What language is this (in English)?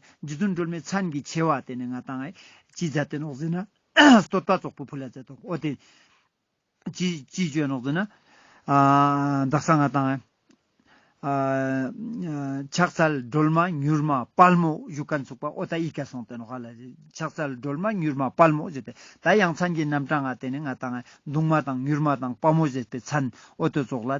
Ladakhi